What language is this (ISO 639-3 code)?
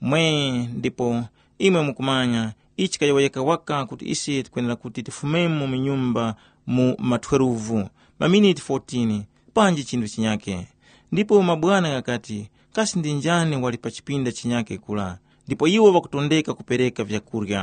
tum